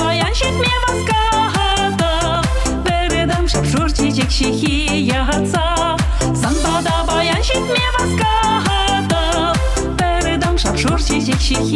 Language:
Chuvash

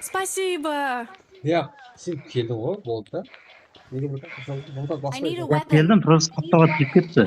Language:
Kara-Kalpak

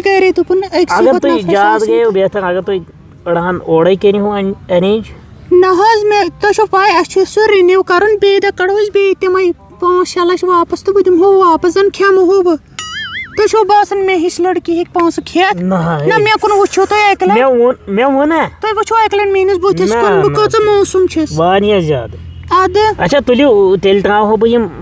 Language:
Kashmiri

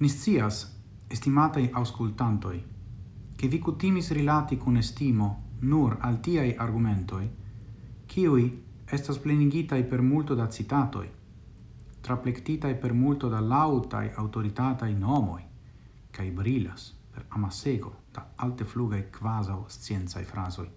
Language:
Esperanto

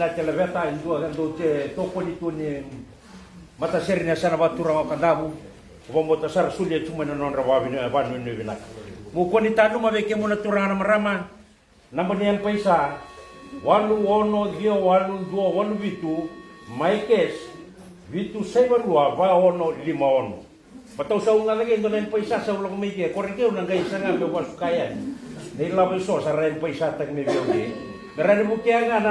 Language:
Fijian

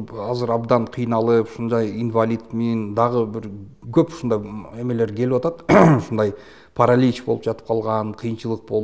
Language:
Kyrgyz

